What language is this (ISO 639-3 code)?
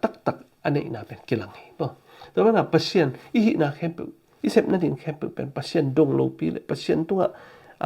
ctd